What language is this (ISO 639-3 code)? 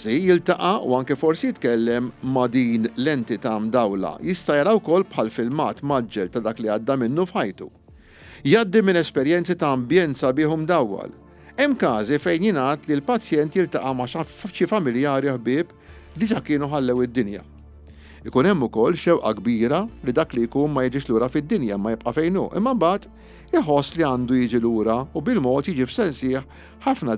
mlt